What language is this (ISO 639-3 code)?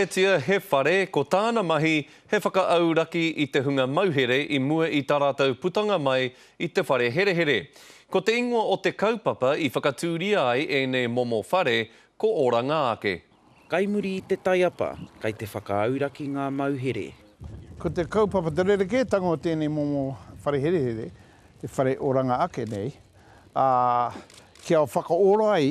mri